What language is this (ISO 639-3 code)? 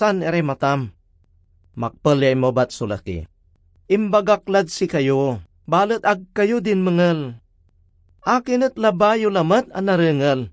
pag